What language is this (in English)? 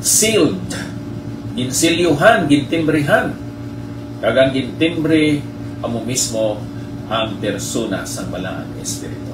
Hiligaynon